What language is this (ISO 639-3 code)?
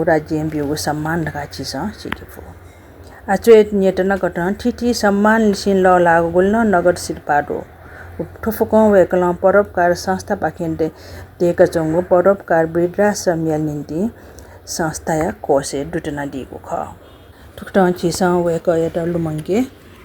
new